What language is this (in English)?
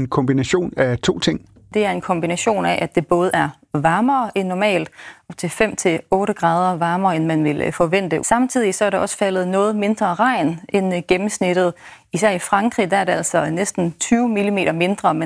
Danish